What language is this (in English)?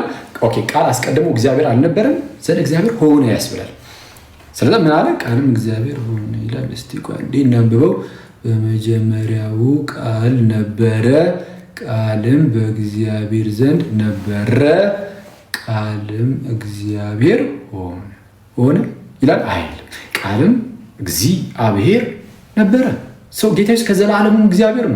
Amharic